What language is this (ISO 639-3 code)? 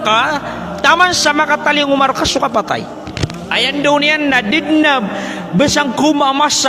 mrw